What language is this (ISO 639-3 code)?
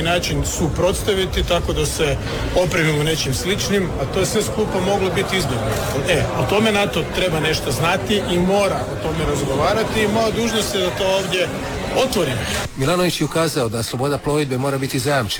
hrv